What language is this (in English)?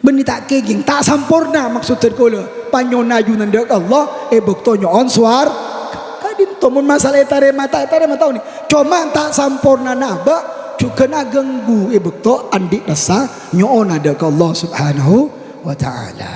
Madurese